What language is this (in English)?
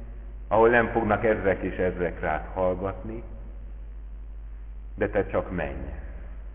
Hungarian